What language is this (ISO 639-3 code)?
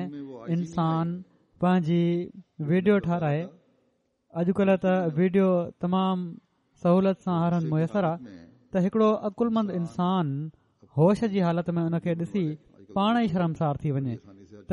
snd